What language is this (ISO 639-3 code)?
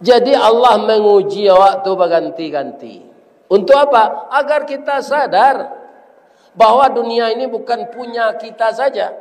min